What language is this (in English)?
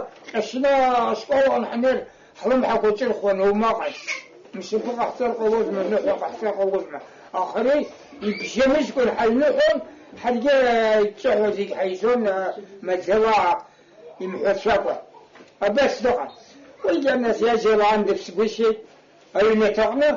Abkhazian